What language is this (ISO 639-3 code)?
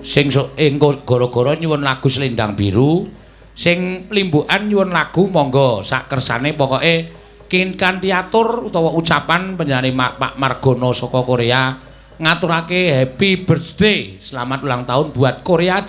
jav